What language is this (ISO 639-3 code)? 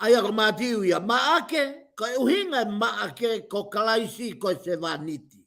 ton